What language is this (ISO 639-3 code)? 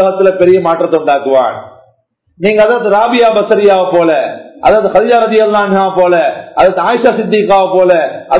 tam